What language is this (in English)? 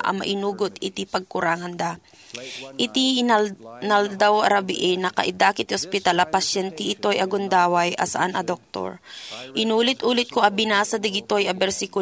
Iloko